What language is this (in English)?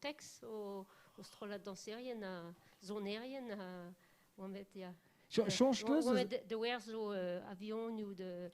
Breton